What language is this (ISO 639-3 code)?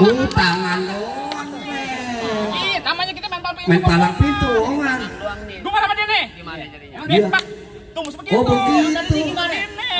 bew